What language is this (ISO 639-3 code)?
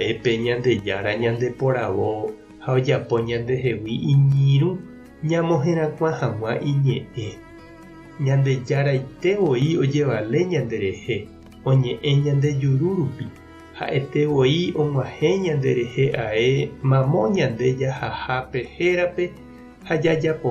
grn